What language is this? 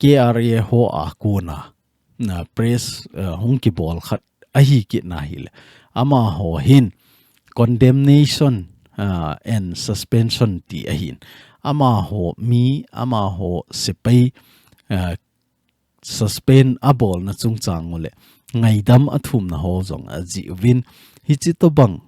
Thado Chin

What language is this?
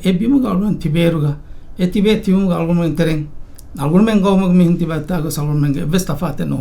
Divehi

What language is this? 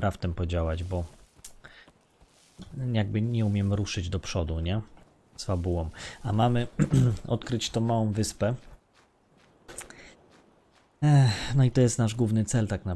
Polish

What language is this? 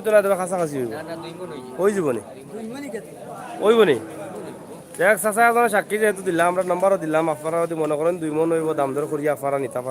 Sylheti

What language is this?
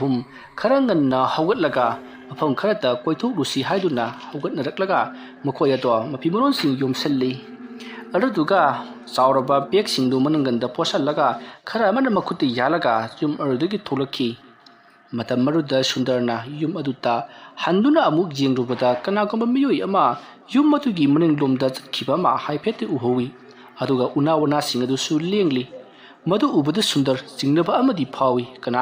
Manipuri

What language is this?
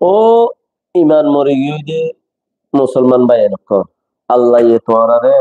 Rohingya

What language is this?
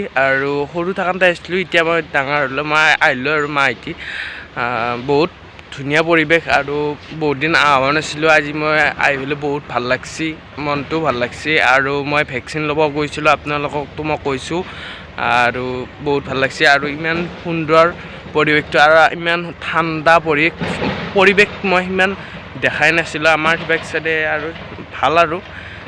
Assamese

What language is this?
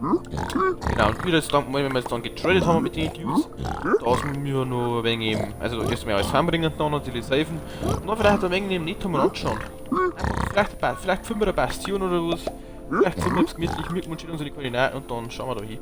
Bavarian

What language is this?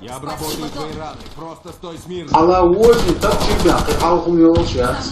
Chechen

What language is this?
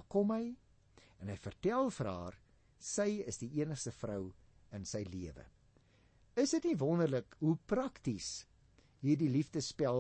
Afrikaans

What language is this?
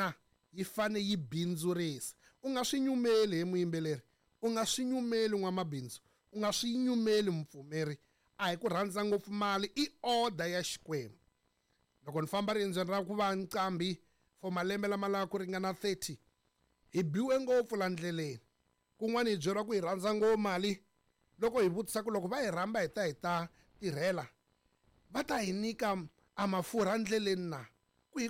Tsonga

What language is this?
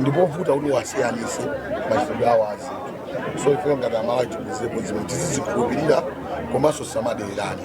Nyanja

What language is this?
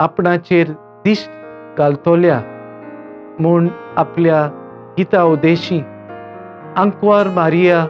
Konkani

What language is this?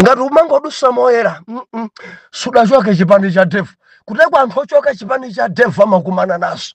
Nyanja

